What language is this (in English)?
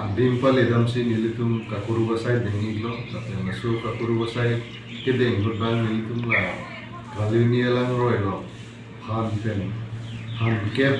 Karbi